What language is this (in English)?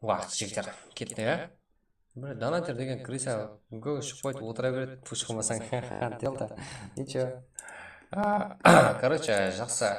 Kara-Kalpak